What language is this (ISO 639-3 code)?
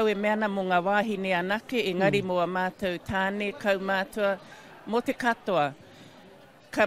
mri